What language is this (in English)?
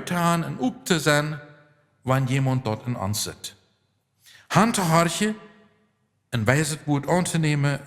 Plautdietsch